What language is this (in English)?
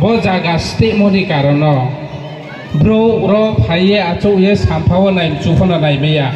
Riang (India)